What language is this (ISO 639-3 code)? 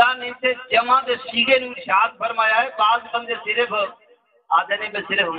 skr